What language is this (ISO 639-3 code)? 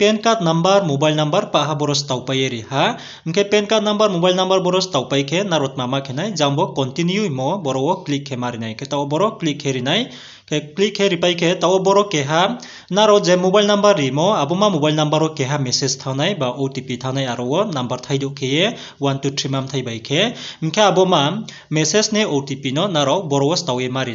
ria